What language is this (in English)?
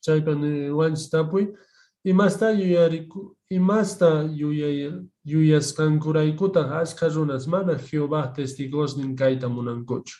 Quechua